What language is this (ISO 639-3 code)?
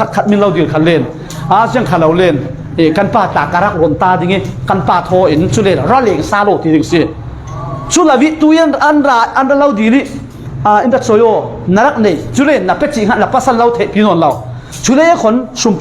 cfm